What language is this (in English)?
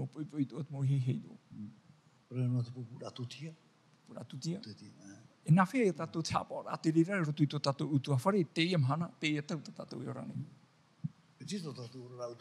Tahitian